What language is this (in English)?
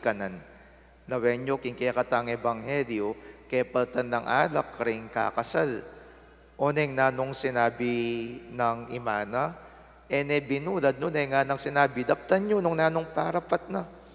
Pampanga